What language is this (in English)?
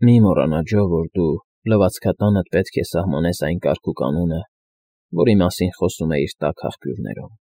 Armenian